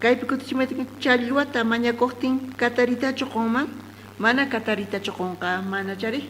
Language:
South Bolivian Quechua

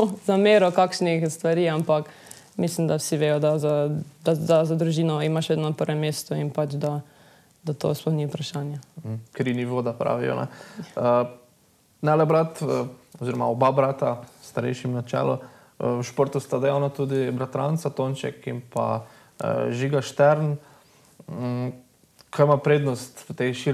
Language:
Slovenian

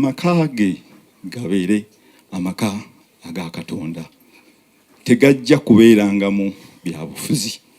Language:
Ganda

